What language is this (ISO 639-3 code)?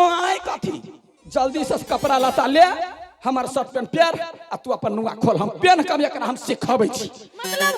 mai